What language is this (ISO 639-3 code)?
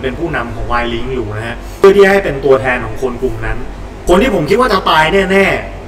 tha